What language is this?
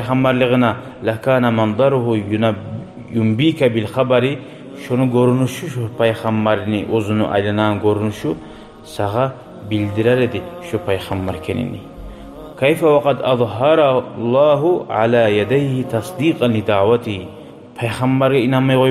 Kumyk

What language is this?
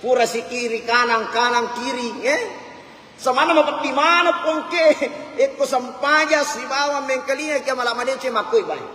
Buginese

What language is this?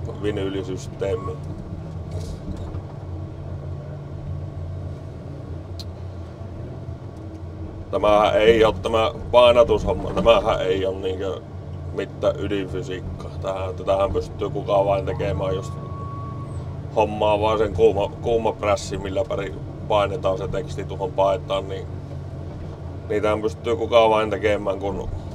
Finnish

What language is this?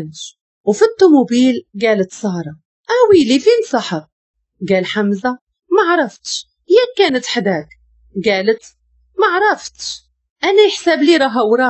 Moroccan Arabic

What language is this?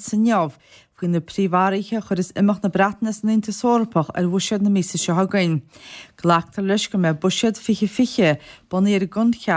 Irish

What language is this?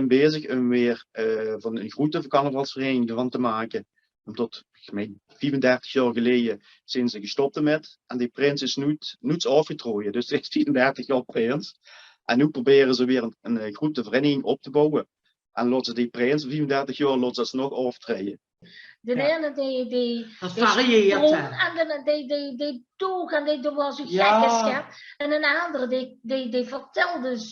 Limburgish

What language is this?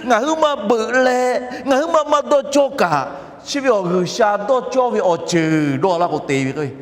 Lahu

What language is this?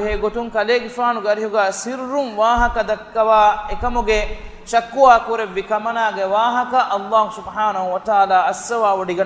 Divehi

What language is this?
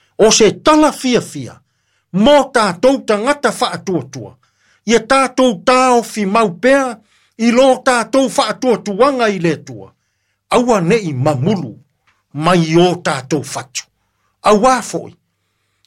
Samoan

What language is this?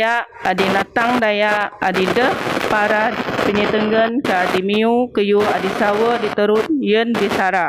Biatah Bidayuh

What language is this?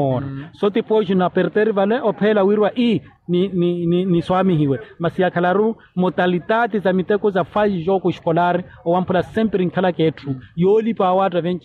Makhuwa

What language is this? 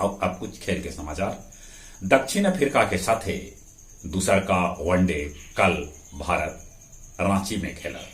Magahi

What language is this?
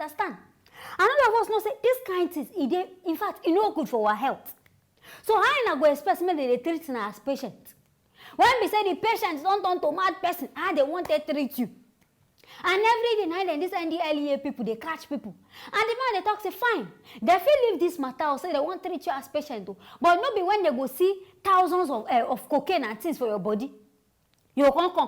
Nigerian Pidgin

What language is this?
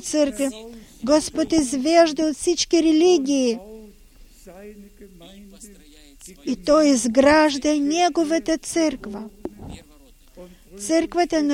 Bulgarian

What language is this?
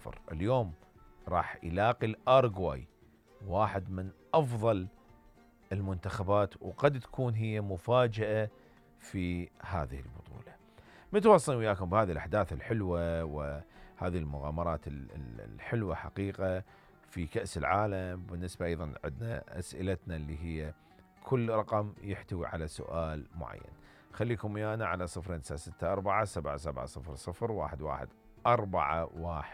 Mesopotamian Arabic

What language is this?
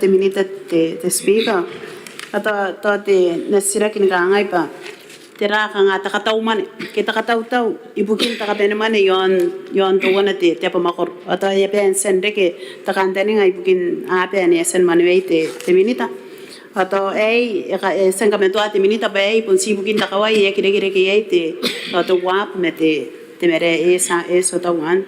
Gilbertese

